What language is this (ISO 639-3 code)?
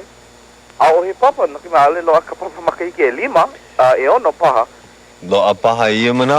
haw